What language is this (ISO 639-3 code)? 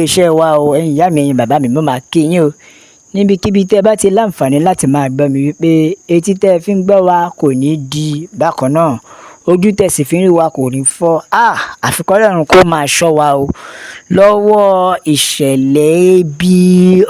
yor